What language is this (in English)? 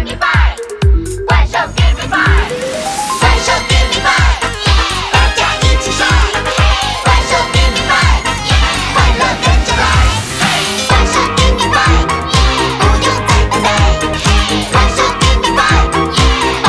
Chinese